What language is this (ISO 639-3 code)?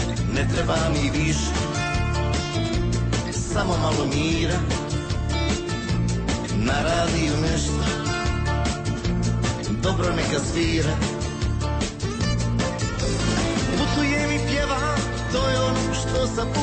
hrv